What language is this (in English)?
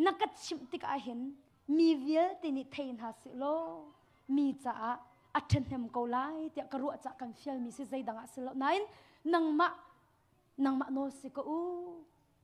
Hakha Chin